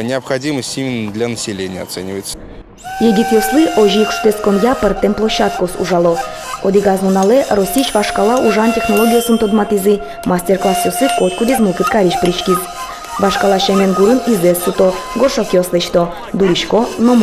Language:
Udmurt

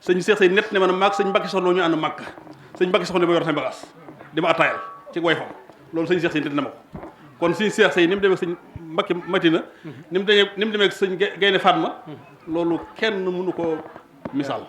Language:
Wolof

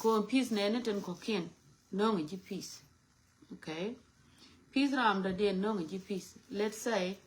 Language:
Nuer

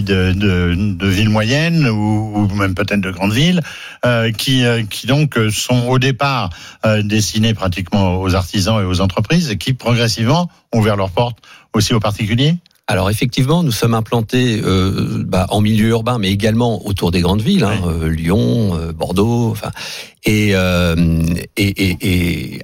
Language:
French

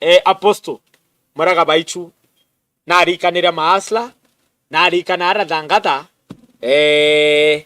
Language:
Meru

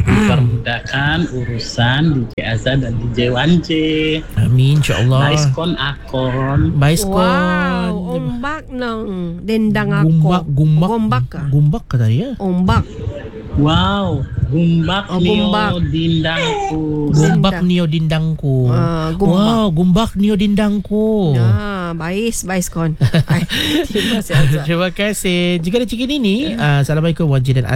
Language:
Malay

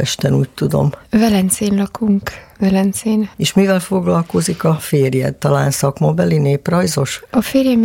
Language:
Hungarian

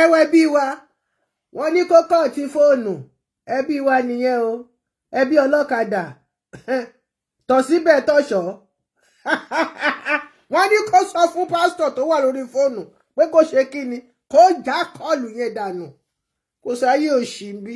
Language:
Yoruba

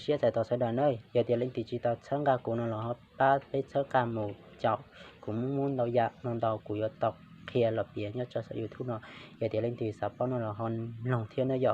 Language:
Hmong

